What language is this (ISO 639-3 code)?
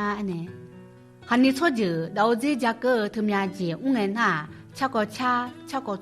ahk